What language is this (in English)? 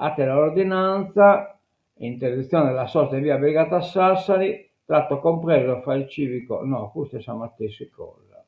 Sardinian